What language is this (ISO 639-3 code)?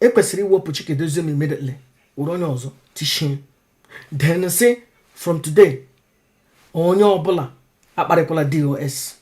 ibo